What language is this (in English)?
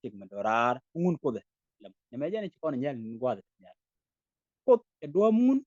Nuer